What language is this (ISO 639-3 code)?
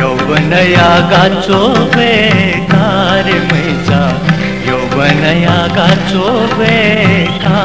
new